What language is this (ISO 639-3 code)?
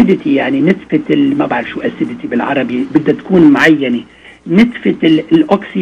apc